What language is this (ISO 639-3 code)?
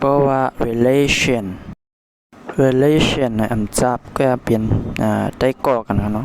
shn